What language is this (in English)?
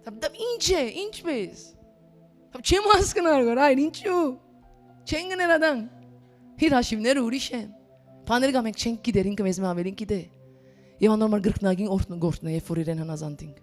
Western Armenian